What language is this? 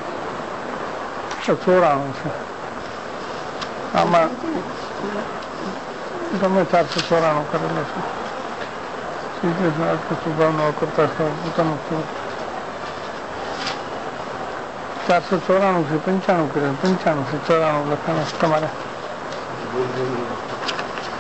Gujarati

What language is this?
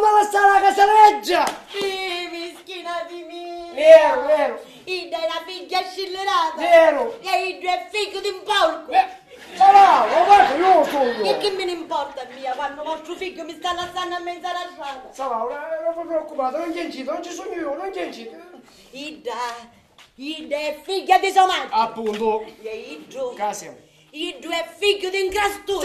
Sicilian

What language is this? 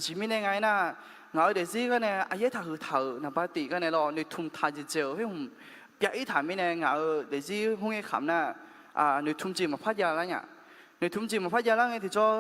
Akha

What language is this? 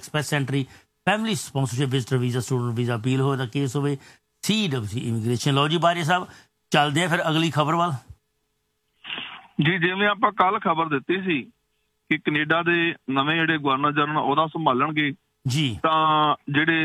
Punjabi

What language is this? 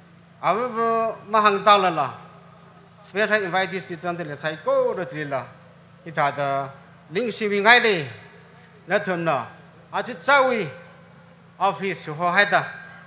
Tangkhul Naga (India)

